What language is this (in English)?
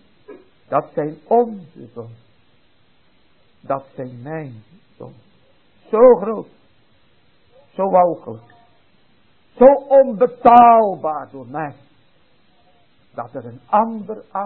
Dutch